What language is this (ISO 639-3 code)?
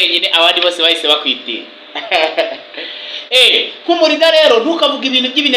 kin